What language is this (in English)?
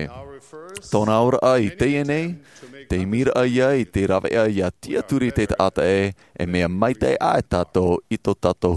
Tahitian